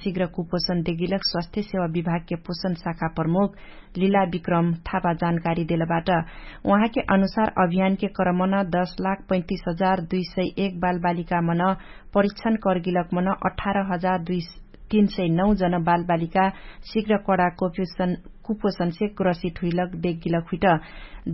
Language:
Dangaura Tharu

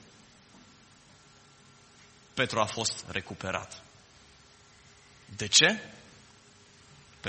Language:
Romanian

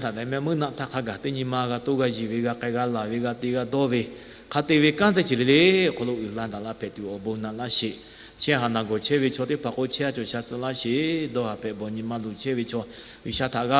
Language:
Lahu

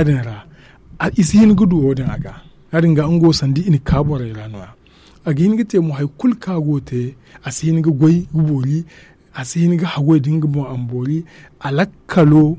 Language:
Zarma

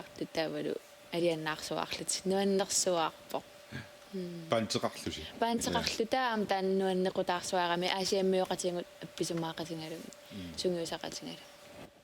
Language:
Kalaallisut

